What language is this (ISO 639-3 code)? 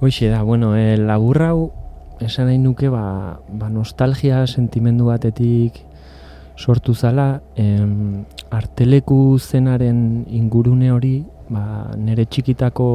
eus